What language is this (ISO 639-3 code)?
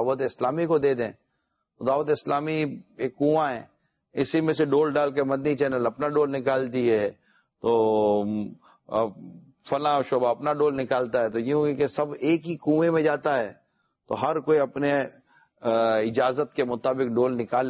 urd